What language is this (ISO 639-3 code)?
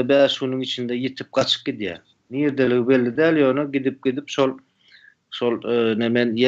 tuk